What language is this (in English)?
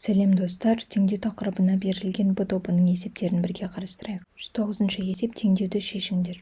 Kazakh